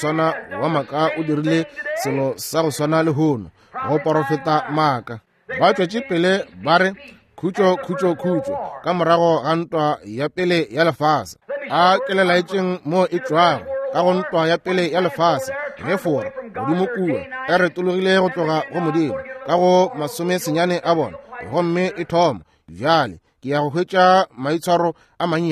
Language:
Northern Sotho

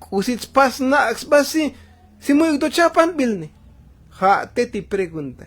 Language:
Tzotzil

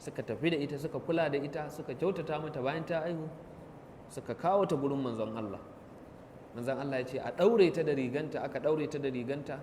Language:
Hausa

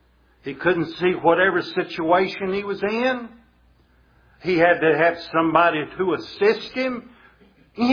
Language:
English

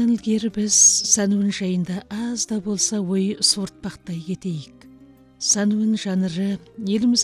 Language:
Kazakh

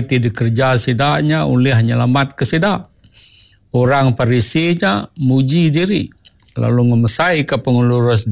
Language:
Iban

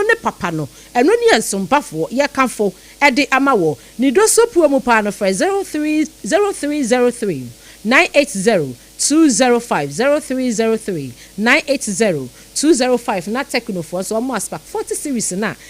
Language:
Akan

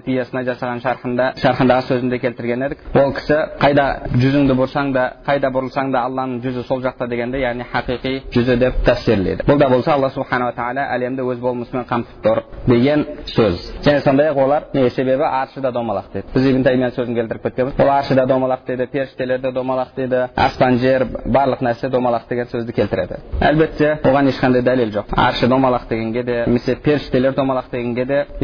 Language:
Kazakh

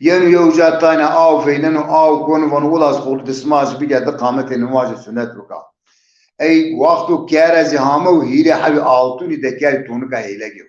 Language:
Zaza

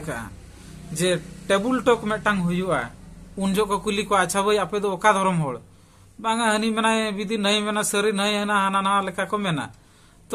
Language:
Santali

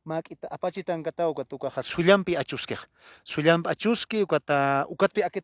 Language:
Aymara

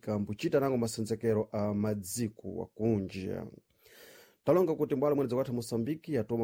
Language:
Sena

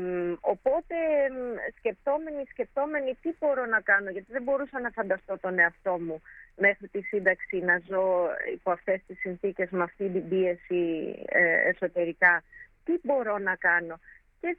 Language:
Greek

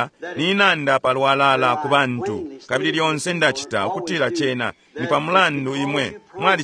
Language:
Bemba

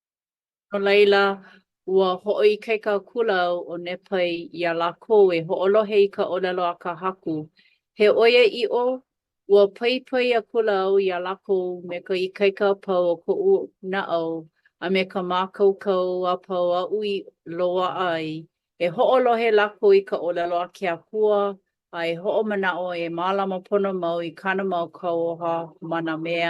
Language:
Hawaiian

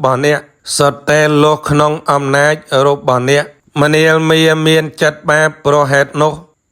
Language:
Khmer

